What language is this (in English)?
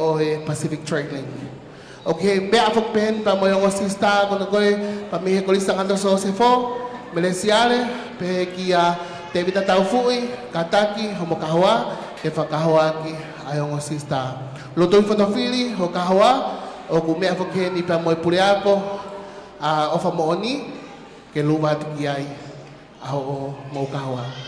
Tongan